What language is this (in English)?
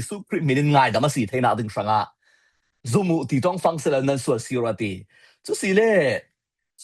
Falam Chin